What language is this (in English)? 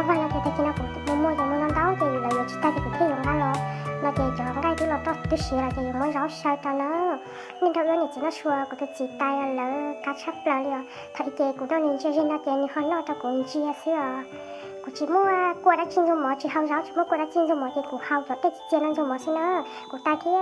Hmong